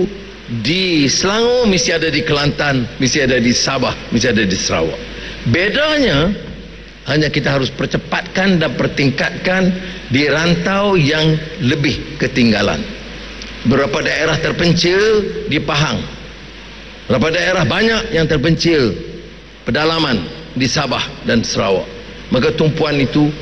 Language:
Malay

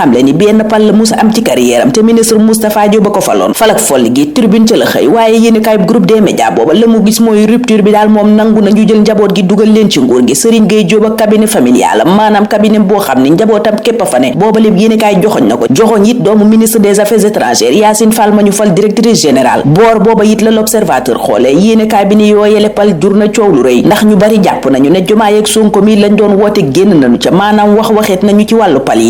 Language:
Wolof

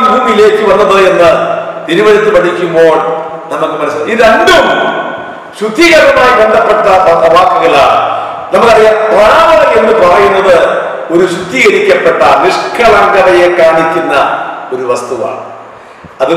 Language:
Malayalam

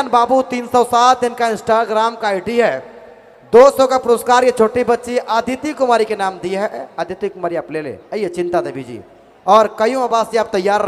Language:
Sadri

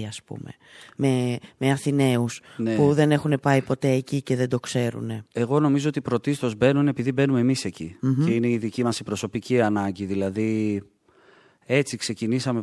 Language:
Greek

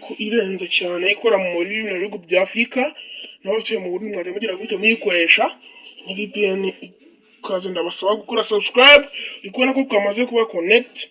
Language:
Kinyarwanda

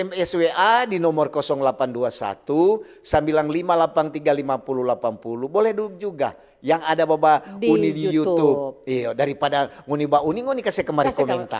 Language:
Manado Malay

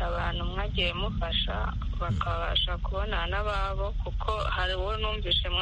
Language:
Kinyarwanda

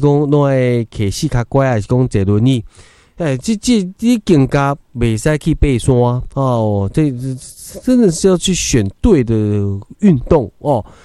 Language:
Min Nan Chinese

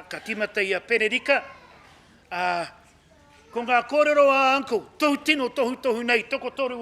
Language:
Māori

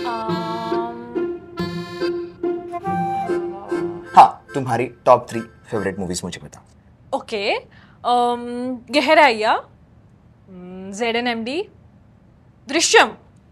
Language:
Hindi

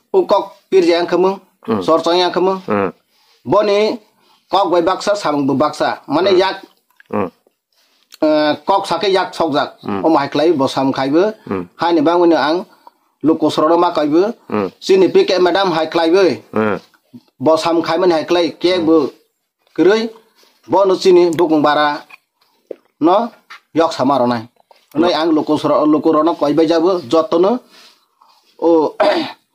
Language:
Kok Borok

